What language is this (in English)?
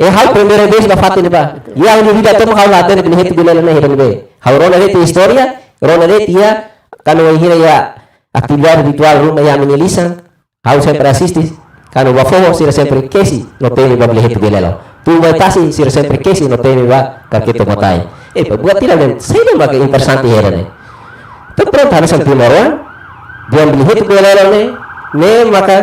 Tetum